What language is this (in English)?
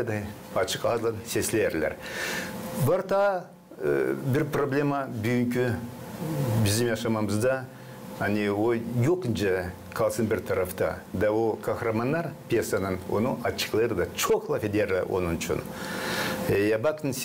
Gagauz